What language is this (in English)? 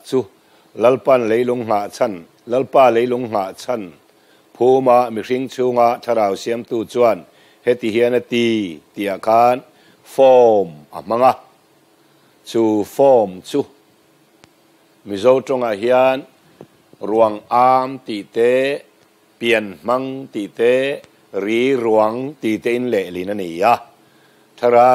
Mizo